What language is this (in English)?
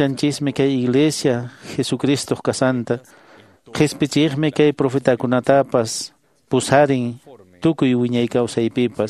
Quechua